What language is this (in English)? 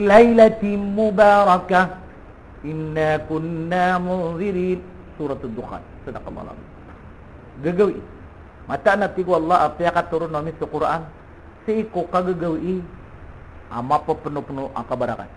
Maranao